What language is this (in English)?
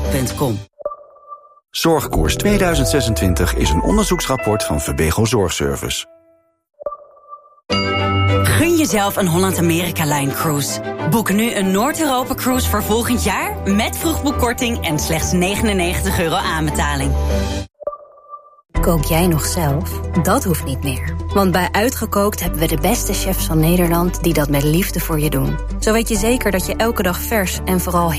Dutch